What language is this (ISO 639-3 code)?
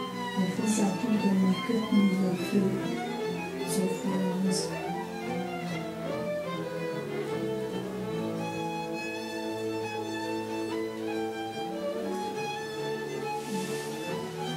hun